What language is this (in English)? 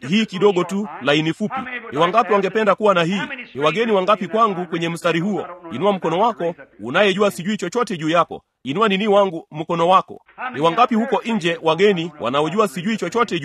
Swahili